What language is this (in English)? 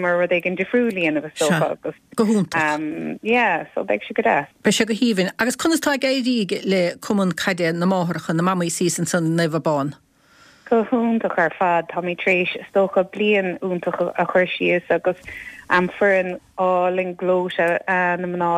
Irish